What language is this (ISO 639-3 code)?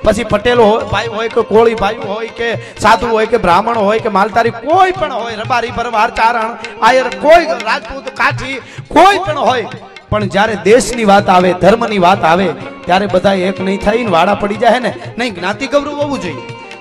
guj